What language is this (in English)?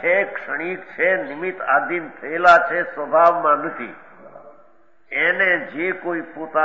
Gujarati